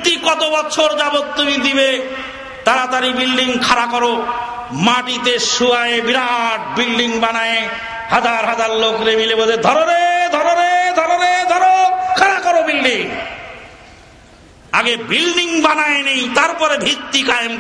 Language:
Bangla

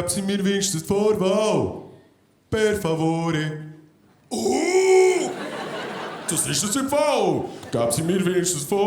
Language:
Swiss German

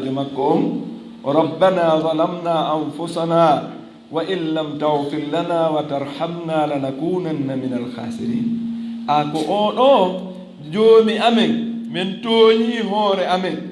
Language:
Fula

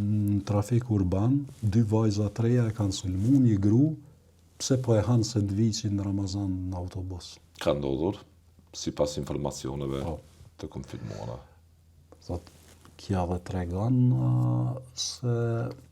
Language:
Albanian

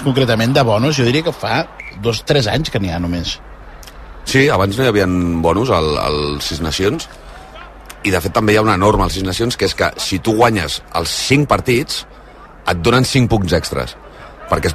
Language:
Catalan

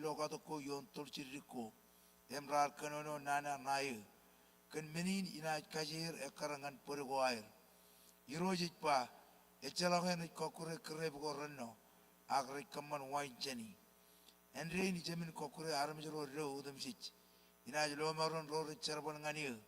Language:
Marshallese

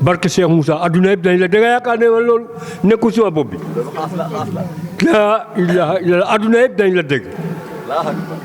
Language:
Wolof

